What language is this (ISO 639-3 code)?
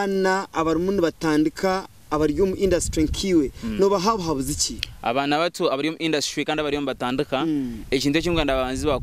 nyn